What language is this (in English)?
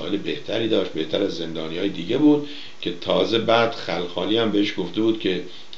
Persian